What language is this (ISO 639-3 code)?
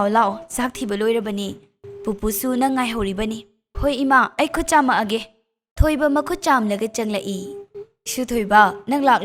mni